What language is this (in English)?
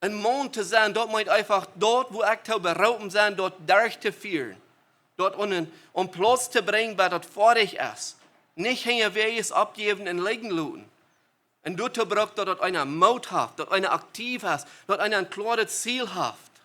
Plautdietsch